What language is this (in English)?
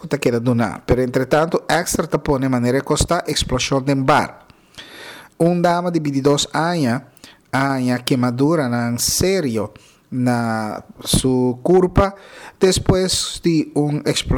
Papiamento